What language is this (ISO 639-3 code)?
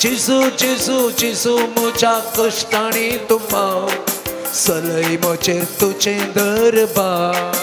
kok